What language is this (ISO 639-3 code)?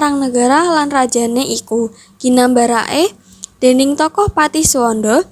jav